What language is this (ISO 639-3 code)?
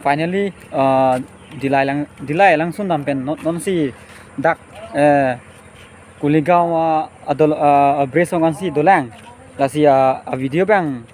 mjw